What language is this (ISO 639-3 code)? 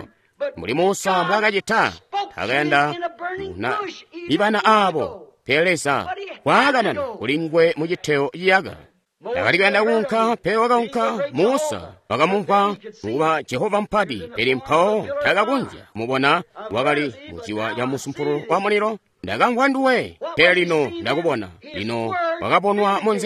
toi